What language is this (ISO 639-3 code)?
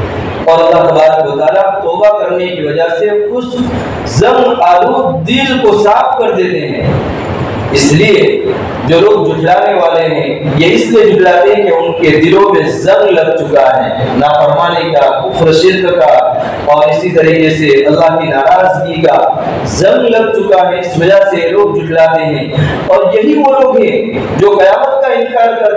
urd